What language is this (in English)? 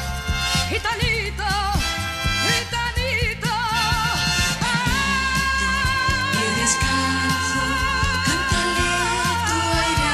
Spanish